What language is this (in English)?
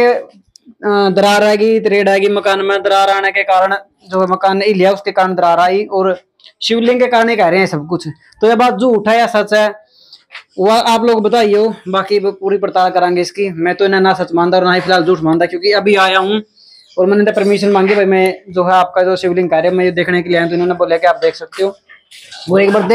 Hindi